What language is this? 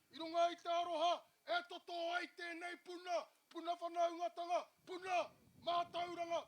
Māori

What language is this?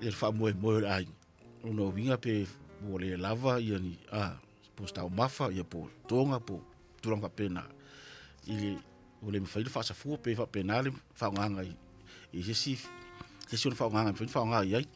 Samoan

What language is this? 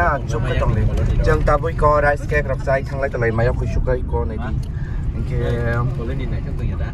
Kok Borok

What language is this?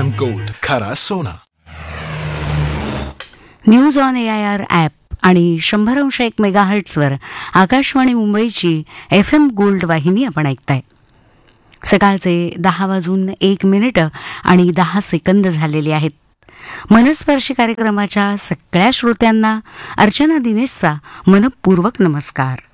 Marathi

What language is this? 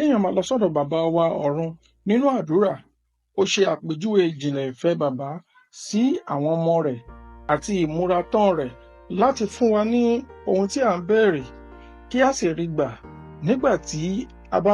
Yoruba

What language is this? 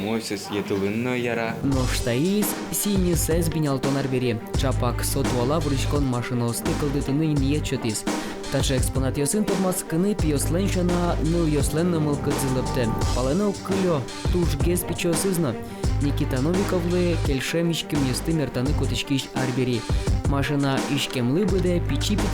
Udmurt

